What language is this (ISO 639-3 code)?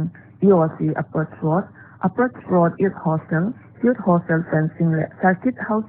pck